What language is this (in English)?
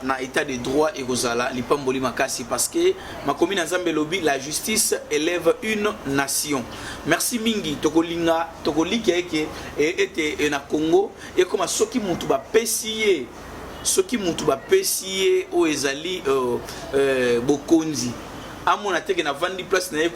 Lingala